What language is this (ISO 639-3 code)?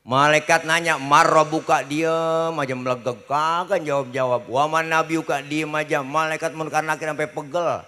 bew